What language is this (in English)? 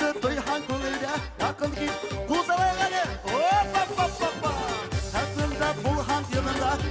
Bashkir